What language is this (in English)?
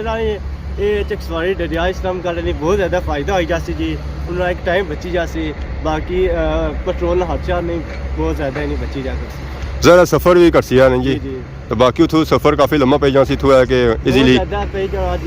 Pahari-Potwari